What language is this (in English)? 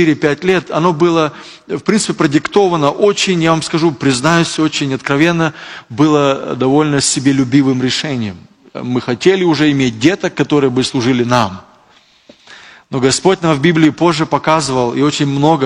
Russian